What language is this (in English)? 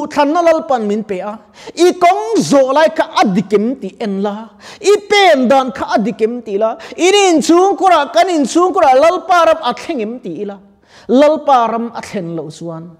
Mizo